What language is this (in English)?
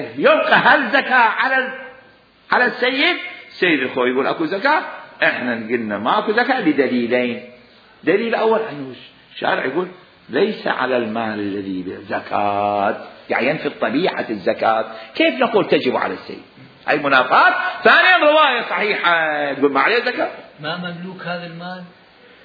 Mesopotamian Arabic